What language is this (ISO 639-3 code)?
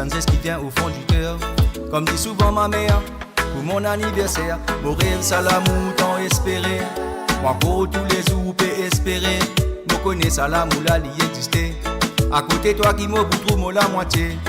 mfe